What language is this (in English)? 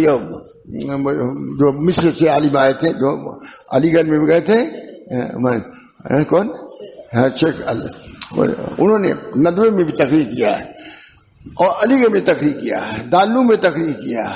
Urdu